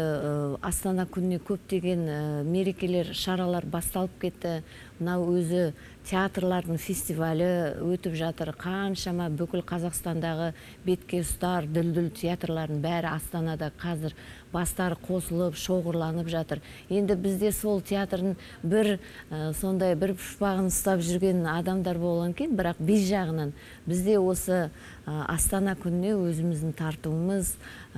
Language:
Kazakh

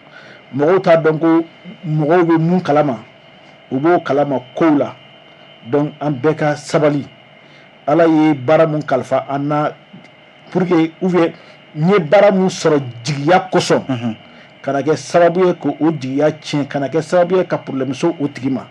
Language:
Bambara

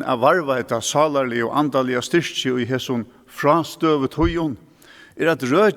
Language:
Faroese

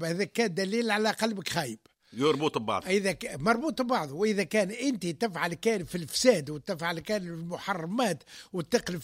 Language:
Tunisian Arabic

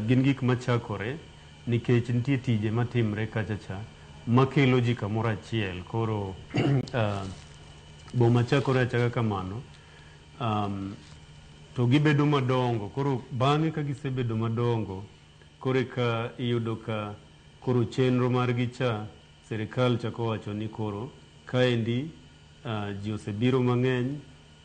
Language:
Luo (Kenya and Tanzania)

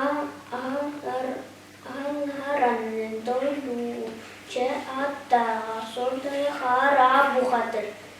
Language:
Yakut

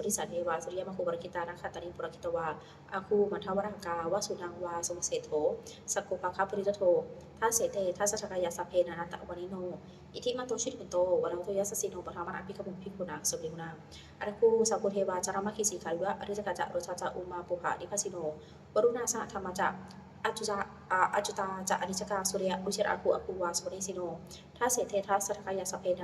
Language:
Pali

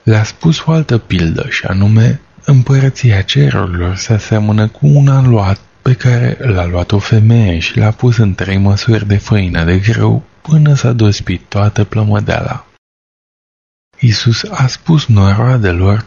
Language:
Romanian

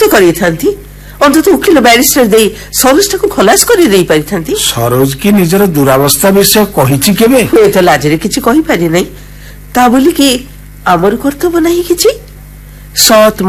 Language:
Odia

